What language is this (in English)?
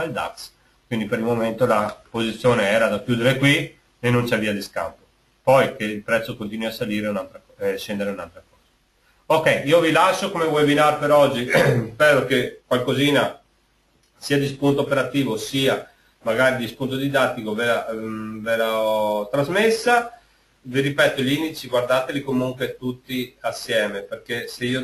Italian